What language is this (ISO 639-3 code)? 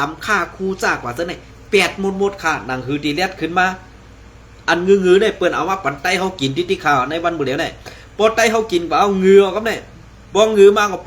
shn